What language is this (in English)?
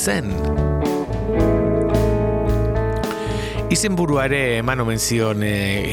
Basque